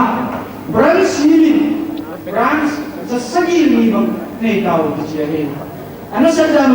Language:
Paite Chin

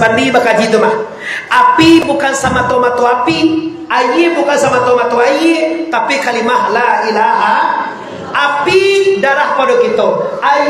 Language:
Minangkabau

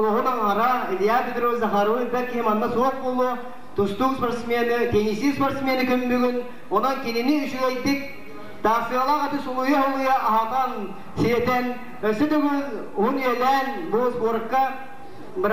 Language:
Yakut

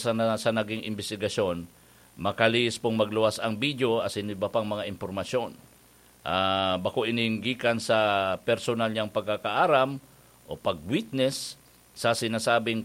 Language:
Bikol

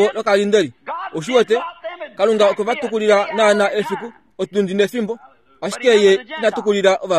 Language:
Kuanyama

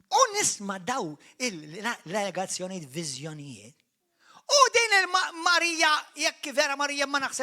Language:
Maltese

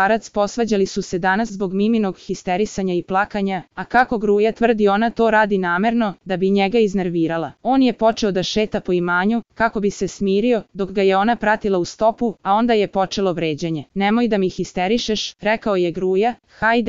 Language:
Serbian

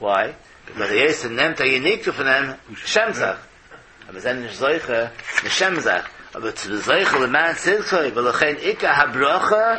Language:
Yiddish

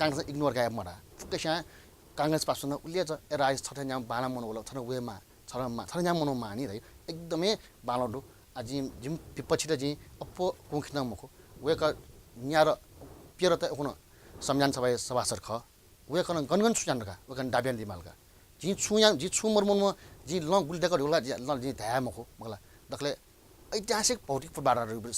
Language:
Newari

